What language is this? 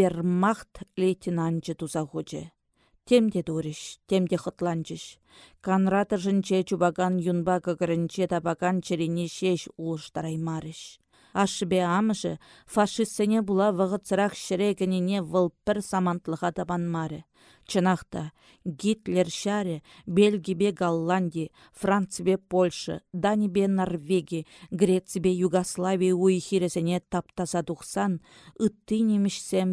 Chuvash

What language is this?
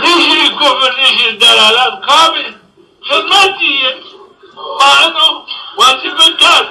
Zaza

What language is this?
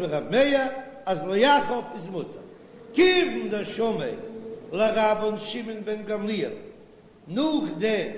Yiddish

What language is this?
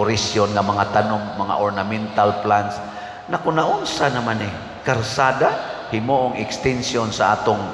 Cebuano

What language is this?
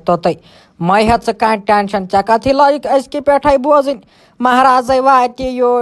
Kashmiri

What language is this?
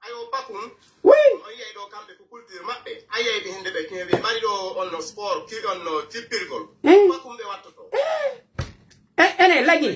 Pular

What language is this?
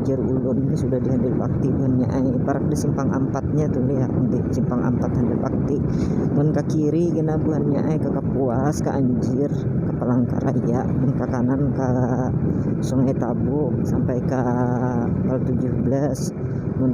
Banjar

